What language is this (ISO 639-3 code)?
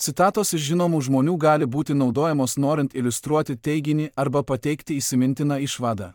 lit